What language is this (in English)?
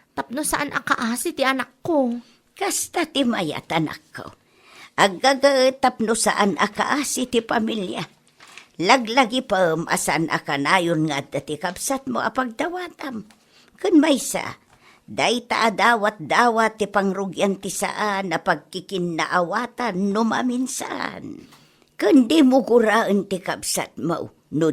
Iloko